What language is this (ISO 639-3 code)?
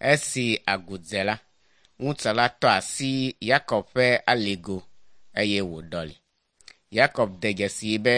ewe